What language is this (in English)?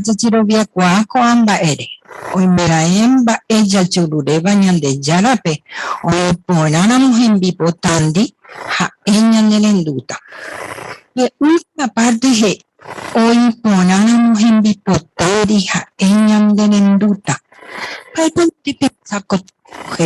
Guarani